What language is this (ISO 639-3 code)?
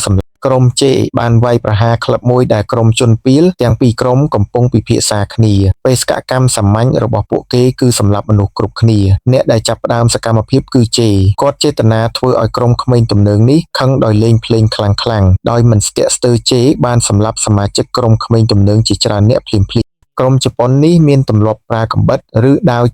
khm